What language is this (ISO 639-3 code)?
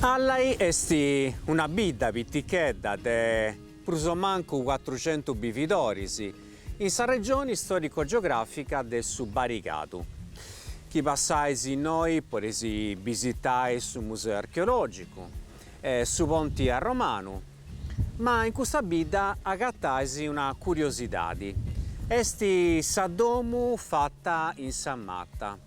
srd